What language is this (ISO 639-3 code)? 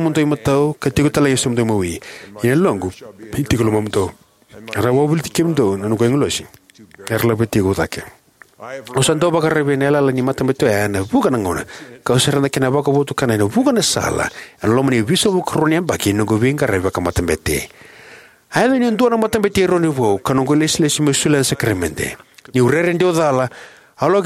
fij